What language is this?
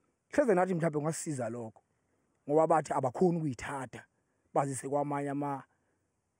Zulu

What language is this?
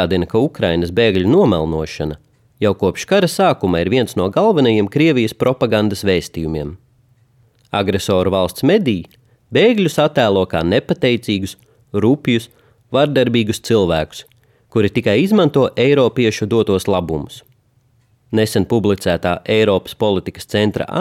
Latvian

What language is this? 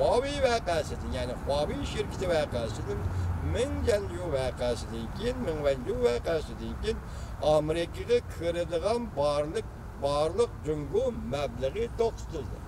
Uyghur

